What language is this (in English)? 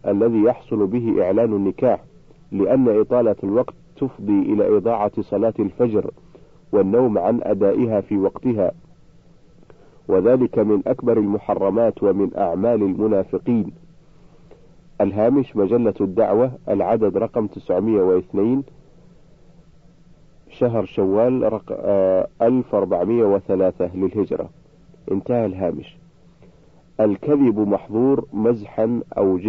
Arabic